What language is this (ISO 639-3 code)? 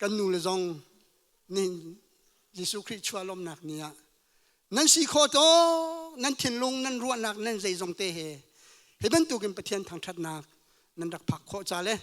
cnh